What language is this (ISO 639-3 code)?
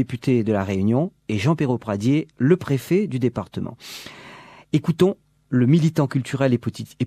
rcf